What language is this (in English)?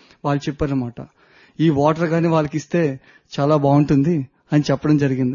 Telugu